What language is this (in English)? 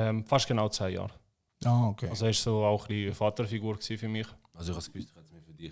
Swiss German